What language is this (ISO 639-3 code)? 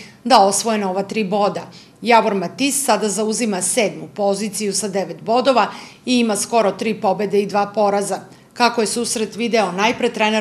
srp